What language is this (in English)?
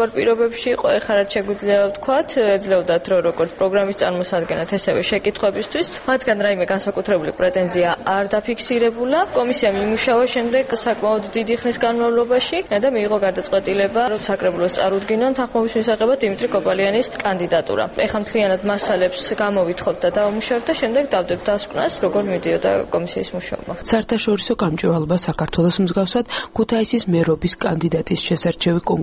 Georgian